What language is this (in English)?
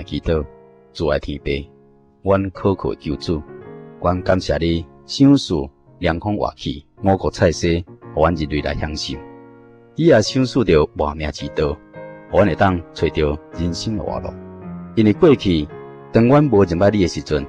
Min Nan Chinese